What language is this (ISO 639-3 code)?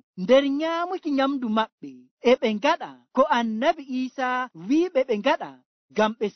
fuv